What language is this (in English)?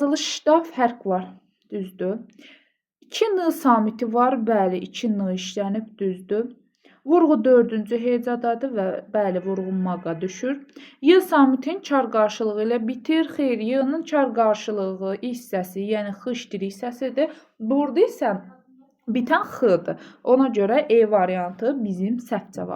Azerbaijani